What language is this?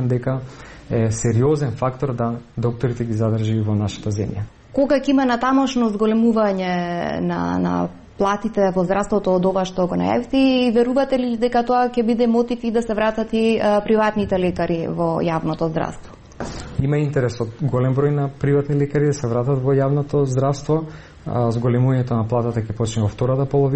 Macedonian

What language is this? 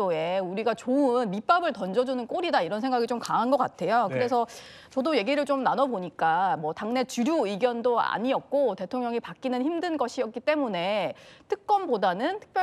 Korean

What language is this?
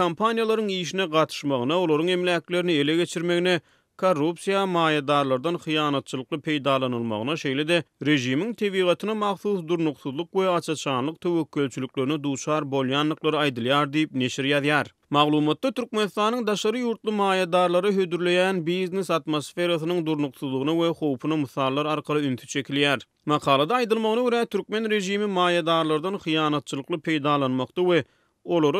Turkmen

